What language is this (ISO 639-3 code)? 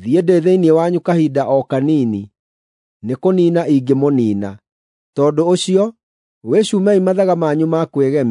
kik